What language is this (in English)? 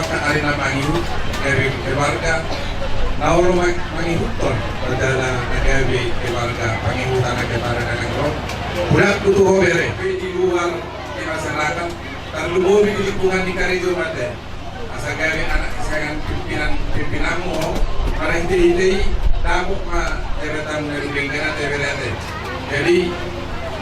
Batak Toba